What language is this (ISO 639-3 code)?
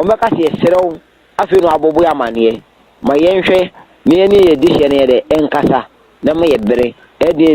aka